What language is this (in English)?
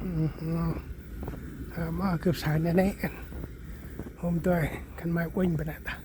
Central Mnong